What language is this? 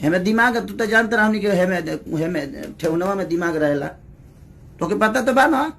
Bhojpuri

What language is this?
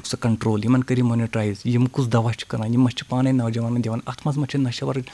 Kashmiri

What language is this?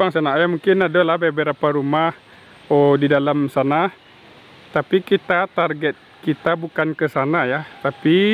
Minangkabau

